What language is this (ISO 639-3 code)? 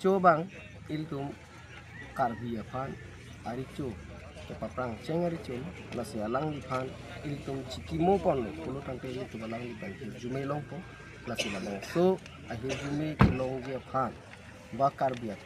mjw